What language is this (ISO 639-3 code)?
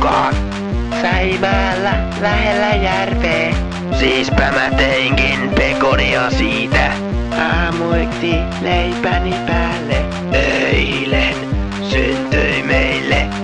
fin